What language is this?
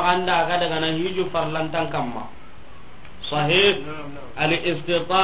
Soninke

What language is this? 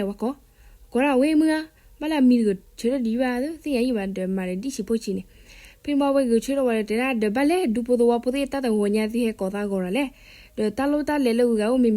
S'gaw Karen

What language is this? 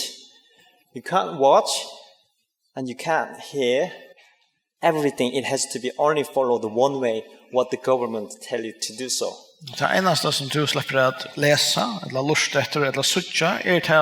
Faroese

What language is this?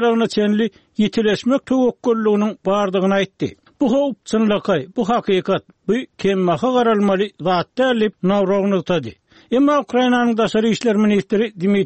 Turkmen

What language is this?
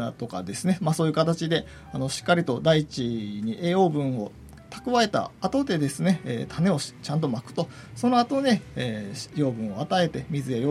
Japanese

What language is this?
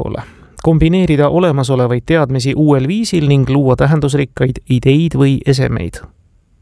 Estonian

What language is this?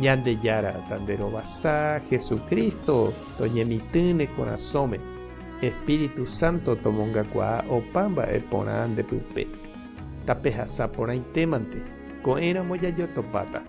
Guarani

